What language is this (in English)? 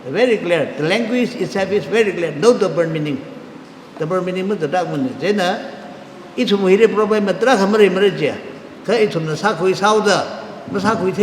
Tangkhul Naga (India)